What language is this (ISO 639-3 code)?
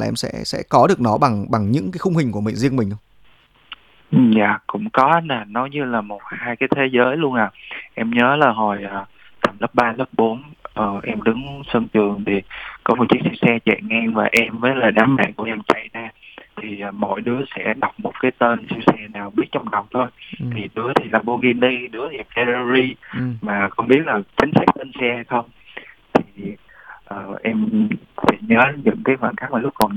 vie